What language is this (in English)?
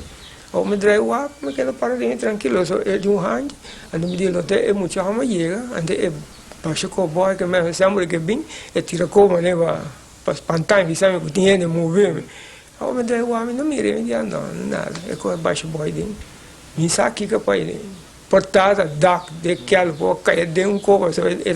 Papiamento